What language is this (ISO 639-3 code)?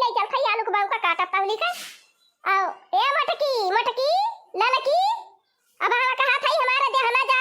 awa